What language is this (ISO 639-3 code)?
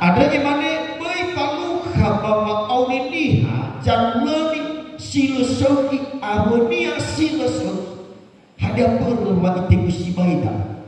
nia